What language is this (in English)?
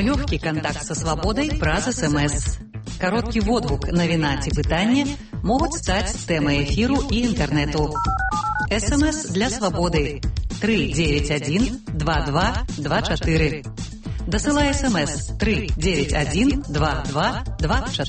Belarusian